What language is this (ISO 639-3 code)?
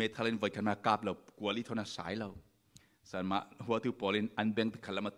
cfm